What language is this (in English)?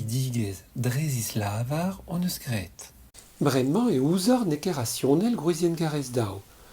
Breton